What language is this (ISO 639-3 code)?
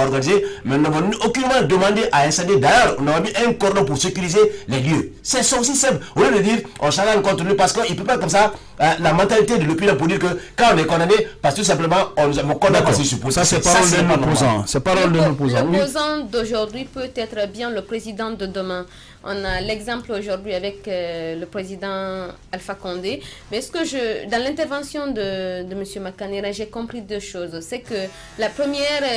fra